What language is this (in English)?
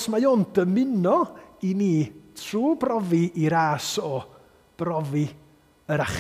Welsh